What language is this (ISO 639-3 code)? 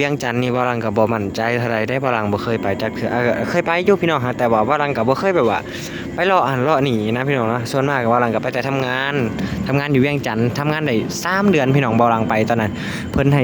lao